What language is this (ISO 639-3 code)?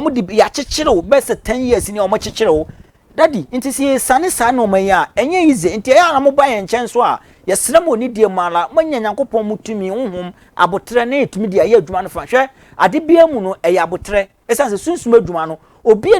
aka